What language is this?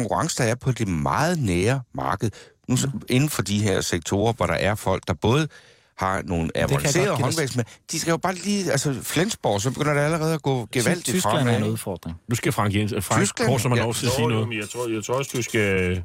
Danish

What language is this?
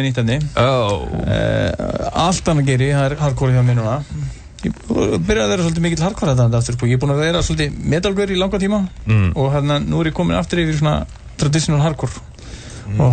Icelandic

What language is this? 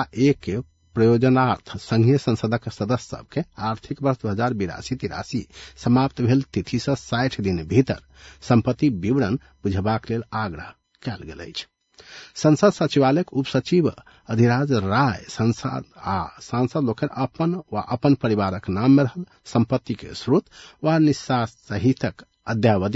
Maithili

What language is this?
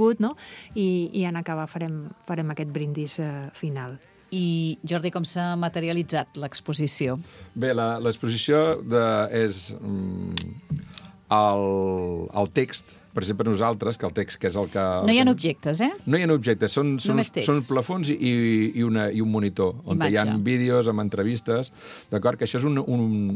Catalan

